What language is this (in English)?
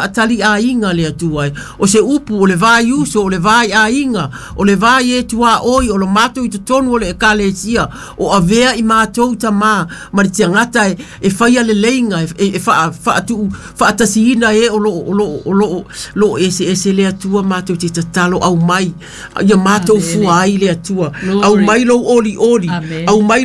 Samoan